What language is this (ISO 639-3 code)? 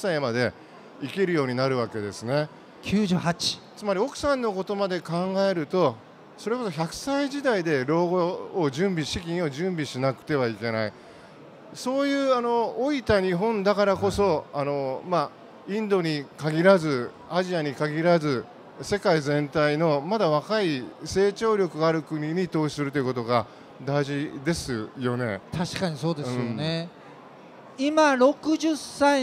jpn